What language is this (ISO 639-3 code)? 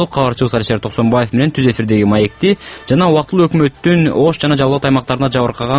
kir